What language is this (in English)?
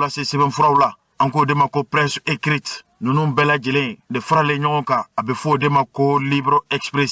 Bambara